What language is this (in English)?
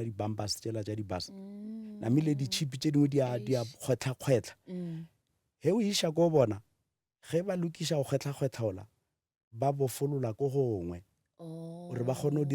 Northern Sotho